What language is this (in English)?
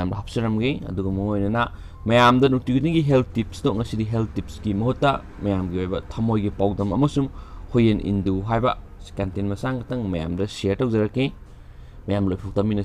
Manipuri